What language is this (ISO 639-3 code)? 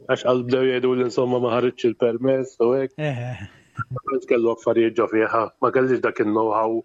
mlt